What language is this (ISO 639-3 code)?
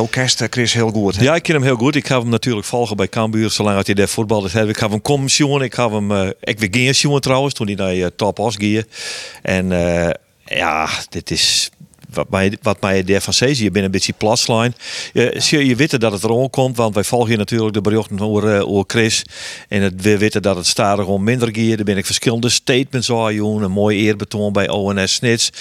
fry